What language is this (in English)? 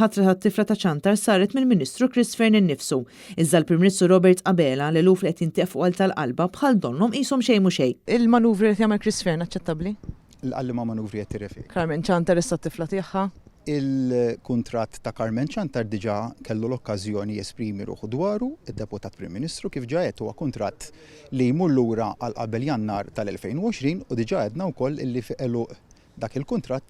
Maltese